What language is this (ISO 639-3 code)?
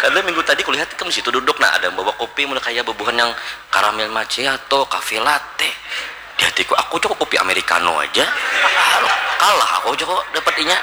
bjn